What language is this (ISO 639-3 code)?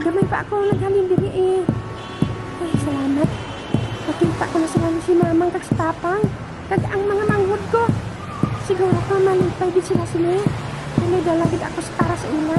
hil